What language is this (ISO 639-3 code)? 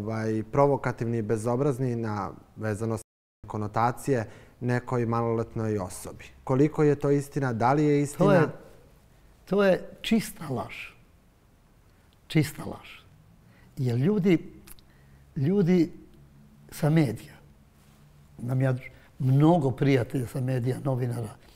srp